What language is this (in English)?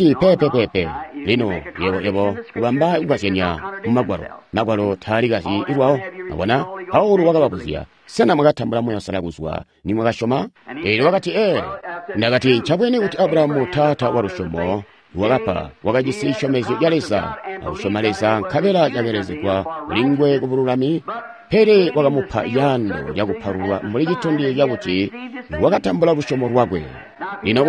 Tonga (Zambia)